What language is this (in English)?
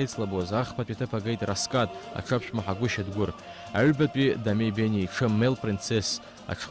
Abkhazian